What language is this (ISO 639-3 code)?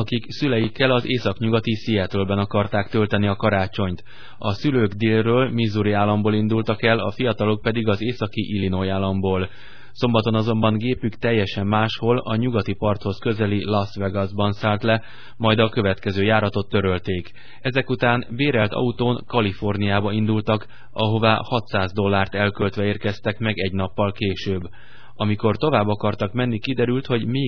hun